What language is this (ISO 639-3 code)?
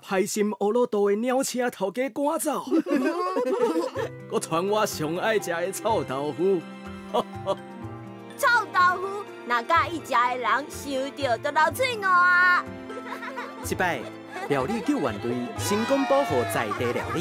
nan